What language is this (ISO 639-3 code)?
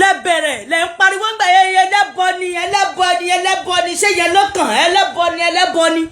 yor